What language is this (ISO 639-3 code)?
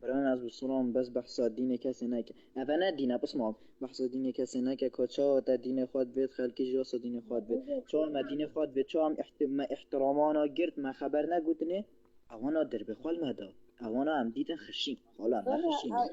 kur